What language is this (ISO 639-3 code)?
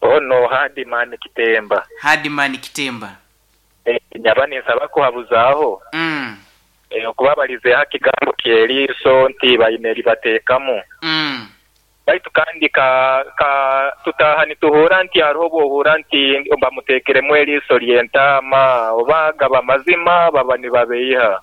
nyo